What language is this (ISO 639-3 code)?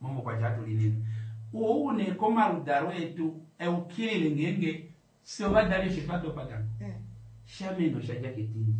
kua